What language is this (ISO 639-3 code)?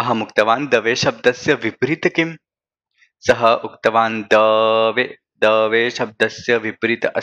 san